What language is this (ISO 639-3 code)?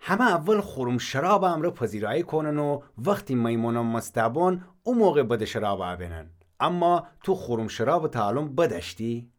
glk